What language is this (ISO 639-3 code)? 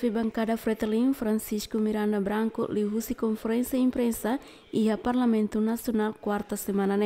tet